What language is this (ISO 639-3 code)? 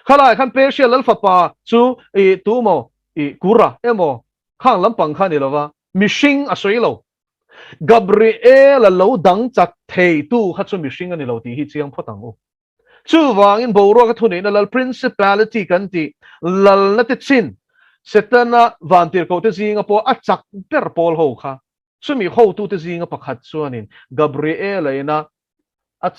lus